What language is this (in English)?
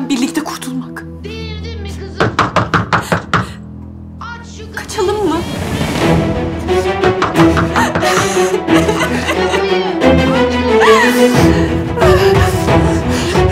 Turkish